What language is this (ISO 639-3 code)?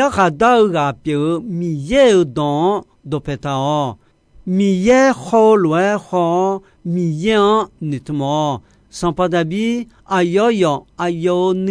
ahk